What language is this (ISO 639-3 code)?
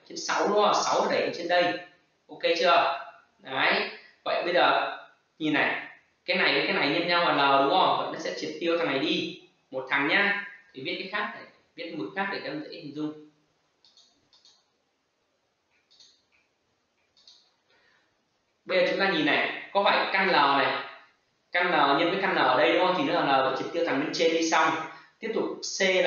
vie